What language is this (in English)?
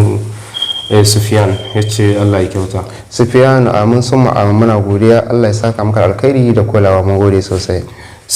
Hausa